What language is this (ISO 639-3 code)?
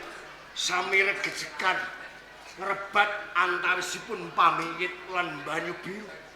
jav